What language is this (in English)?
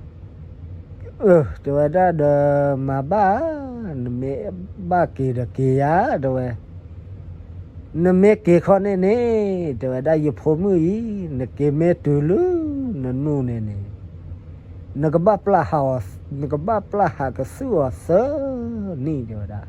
S'gaw Karen